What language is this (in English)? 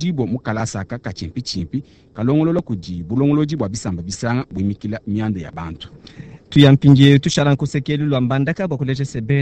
Luba-Lulua